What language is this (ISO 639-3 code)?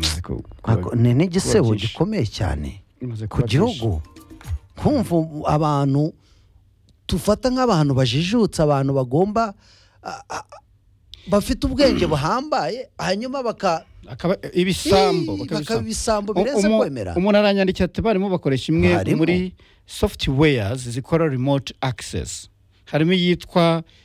kin